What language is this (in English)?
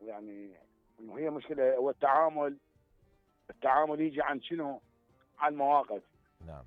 Mesopotamian Arabic